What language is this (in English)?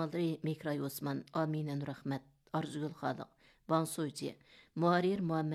Uyghur